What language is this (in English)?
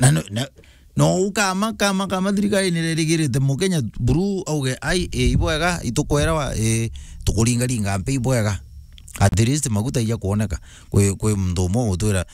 Meru